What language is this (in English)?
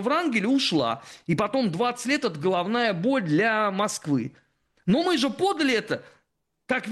Russian